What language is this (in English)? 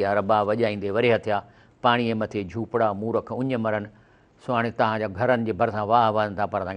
Sindhi